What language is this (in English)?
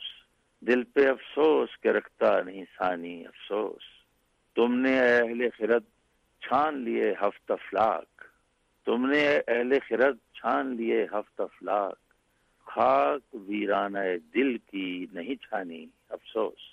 Urdu